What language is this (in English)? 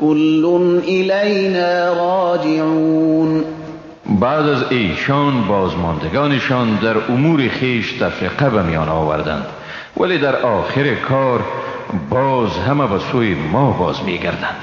Persian